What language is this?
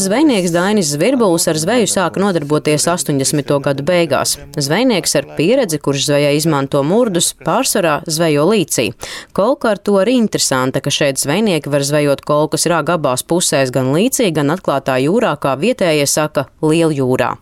Latvian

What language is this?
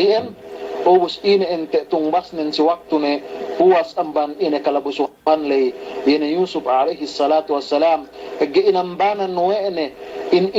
Yakan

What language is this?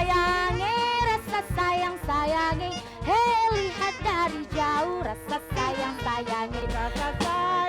Musi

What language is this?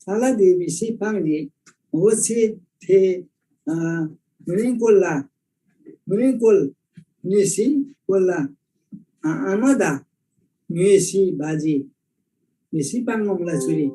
Eastern Tamang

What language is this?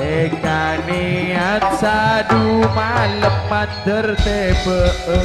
Madurese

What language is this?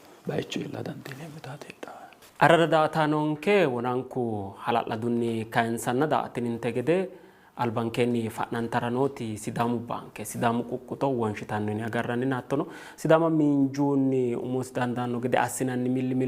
Sidamo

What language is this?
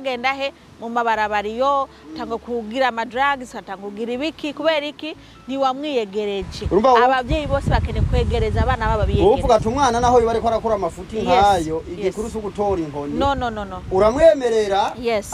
Rundi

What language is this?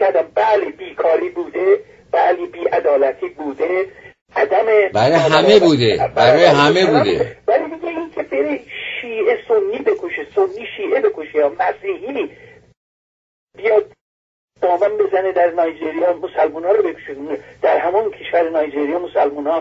Persian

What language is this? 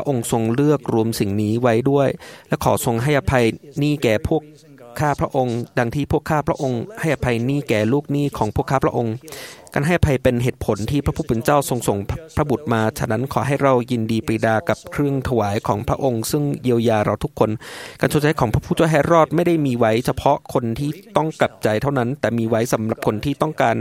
Thai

